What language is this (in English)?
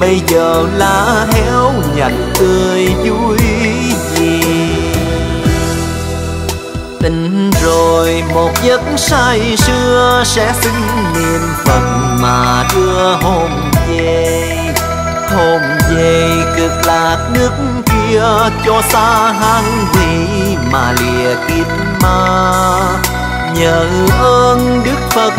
Vietnamese